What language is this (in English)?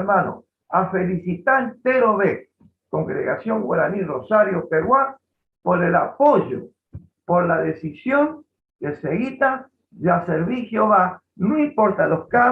Guarani